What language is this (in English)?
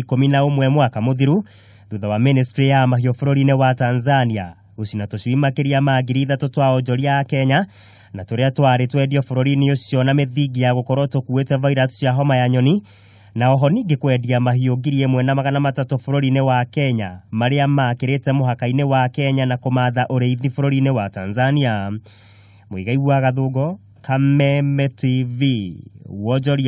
Kikuyu